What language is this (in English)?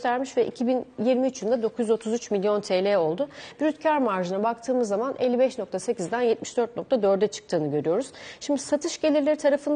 Turkish